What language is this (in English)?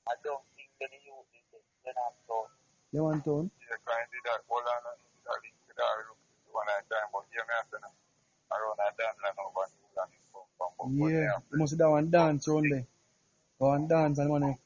Jamaican Creole English